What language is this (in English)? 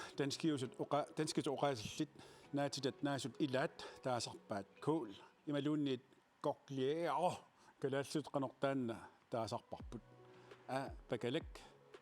Kalaallisut